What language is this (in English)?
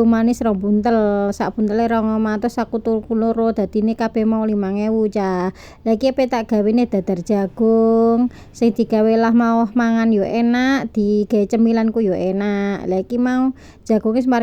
Javanese